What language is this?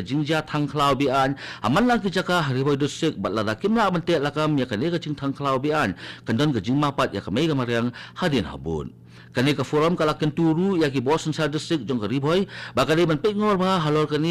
Khasi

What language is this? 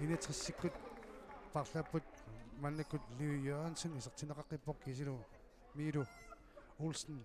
Kalaallisut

